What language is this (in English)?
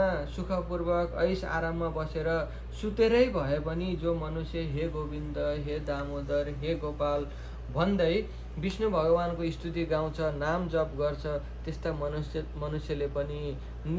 Nepali